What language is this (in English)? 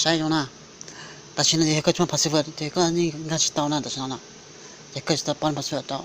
Hmong